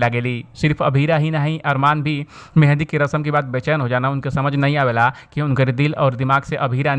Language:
Bhojpuri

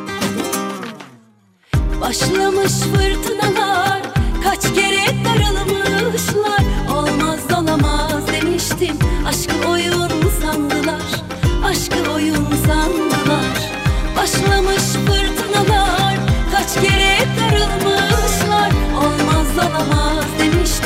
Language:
Turkish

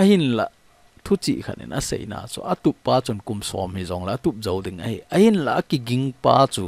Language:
Thado Chin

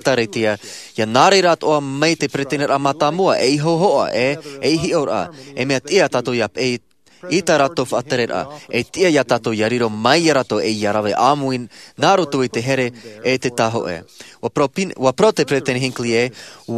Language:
Tahitian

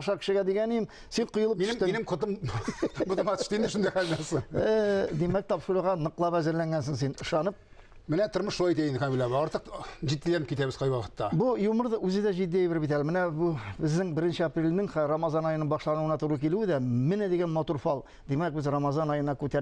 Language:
Tatar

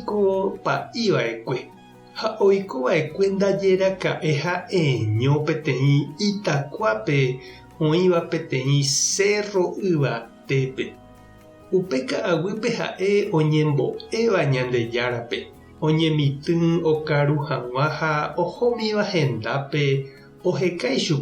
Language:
Guarani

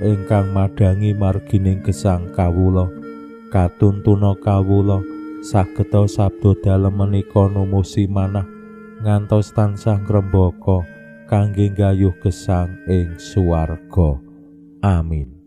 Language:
Javanese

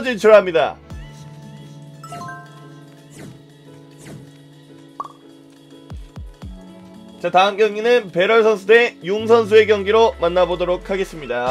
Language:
Korean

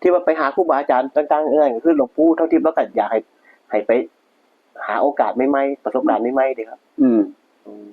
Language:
Northeastern Thai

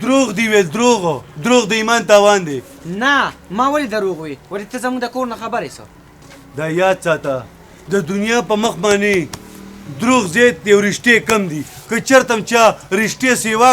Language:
Pashto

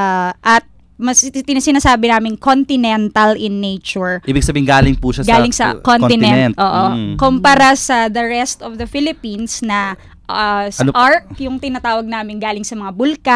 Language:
Filipino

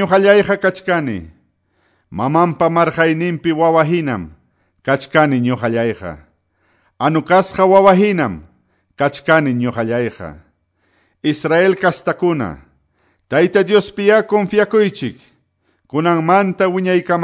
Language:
Quechua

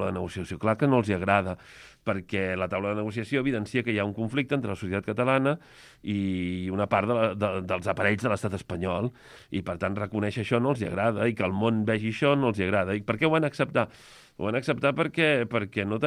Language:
Catalan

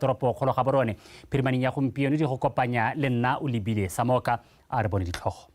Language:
Tswana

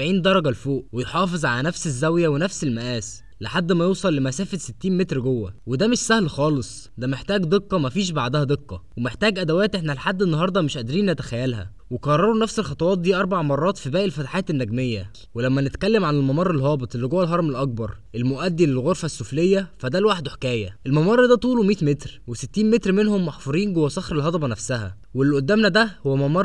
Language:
Egyptian Arabic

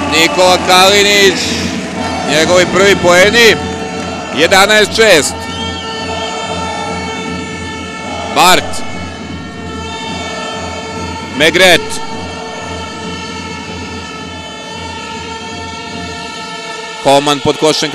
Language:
Serbian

